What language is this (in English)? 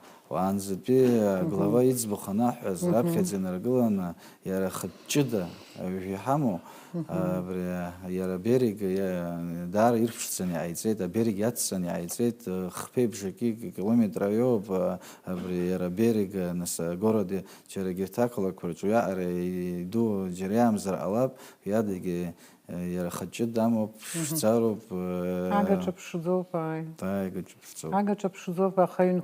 Abkhazian